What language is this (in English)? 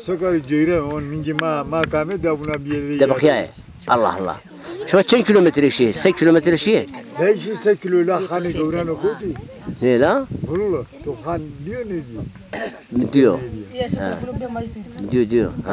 Zaza